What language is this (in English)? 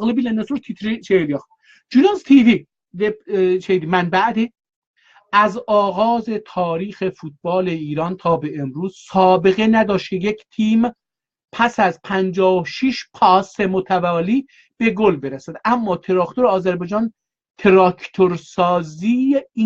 South Azerbaijani